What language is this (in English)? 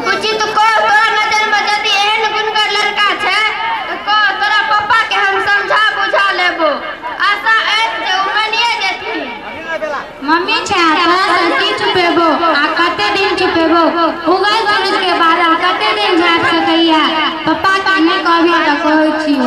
Maithili